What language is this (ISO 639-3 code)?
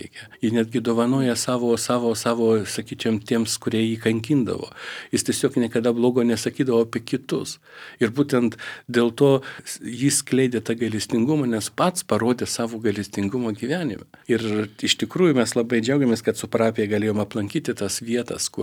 lit